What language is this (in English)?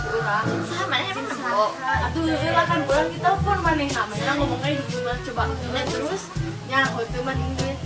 Sundanese